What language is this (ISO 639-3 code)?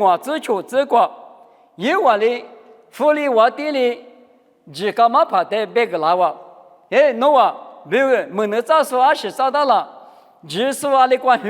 lis